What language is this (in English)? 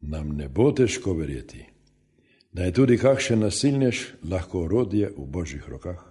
Slovenian